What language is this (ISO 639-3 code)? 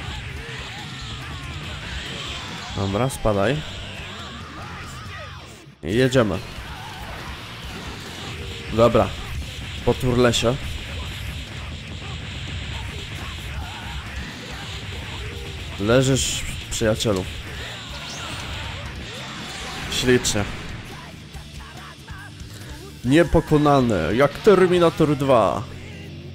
pol